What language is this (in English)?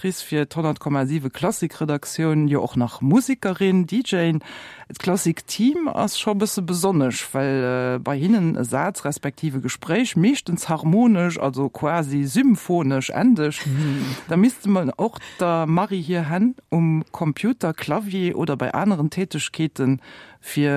Luxembourgish